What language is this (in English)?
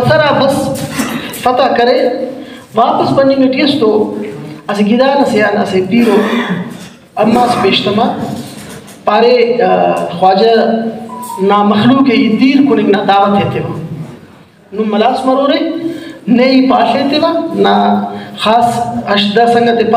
Brahui